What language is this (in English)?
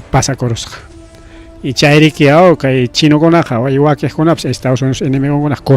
Ayacucho Quechua